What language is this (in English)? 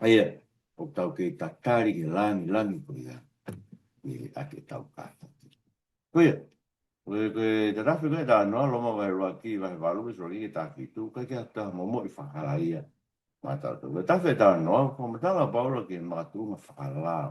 Tongan